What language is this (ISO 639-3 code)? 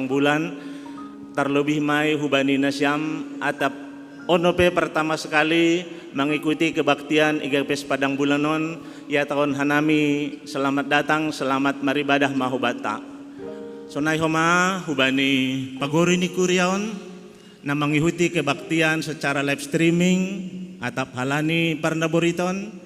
bts